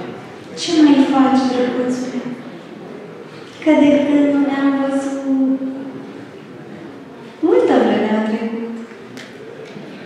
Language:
Romanian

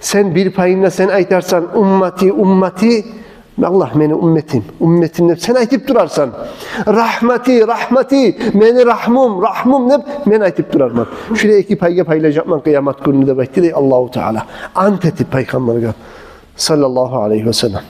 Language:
Kumyk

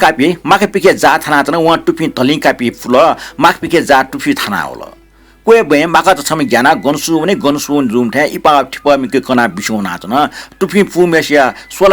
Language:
Newari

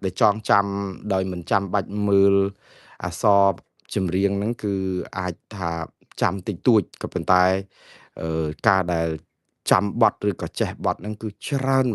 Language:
Khmer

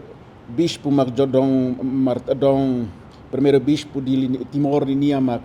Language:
Tetum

